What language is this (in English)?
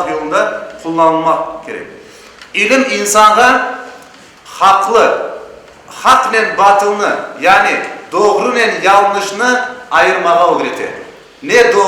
Crimean Tatar